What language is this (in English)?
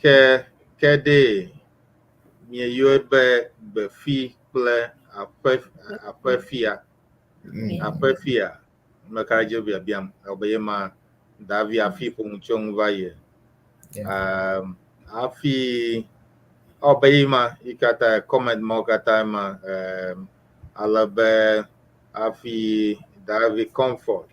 Ewe